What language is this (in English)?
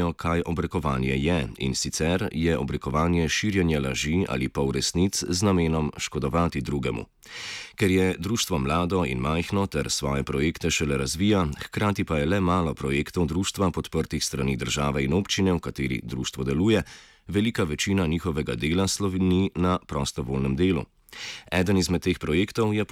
Slovenian